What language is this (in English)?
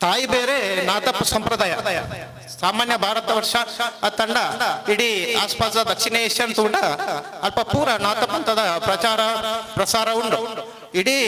Tulu